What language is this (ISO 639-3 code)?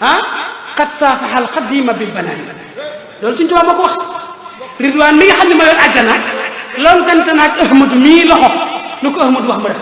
wol